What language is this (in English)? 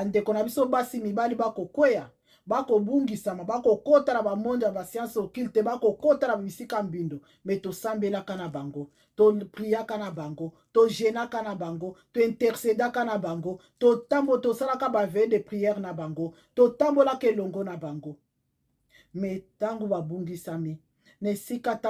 Lingala